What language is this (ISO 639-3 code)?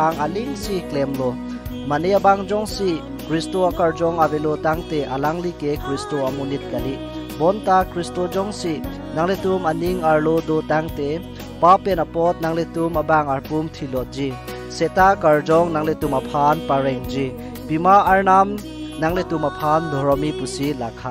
mjw